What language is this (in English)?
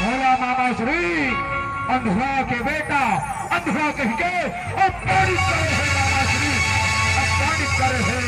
Chhattisgarhi